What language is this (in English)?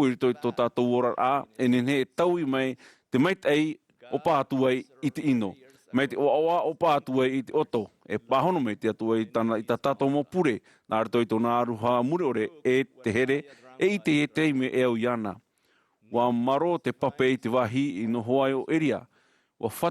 Tahitian